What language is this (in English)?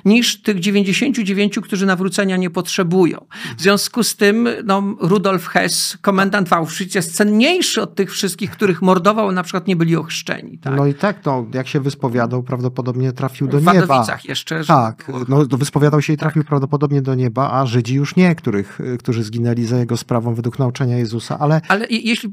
Polish